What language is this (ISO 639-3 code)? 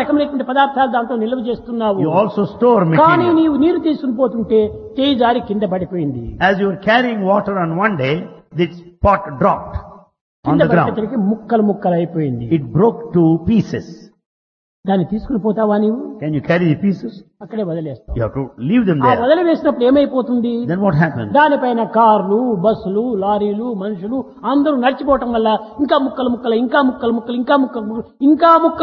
tel